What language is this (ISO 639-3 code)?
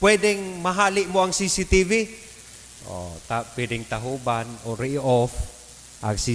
bik